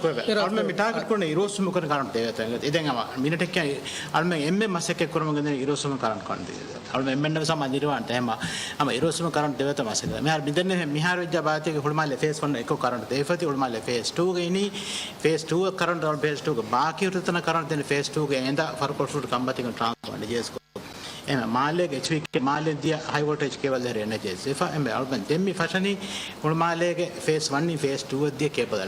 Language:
Divehi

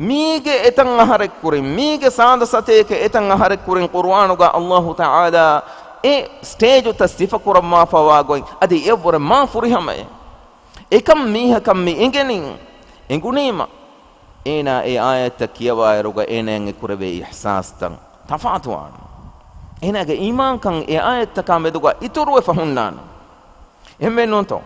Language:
Divehi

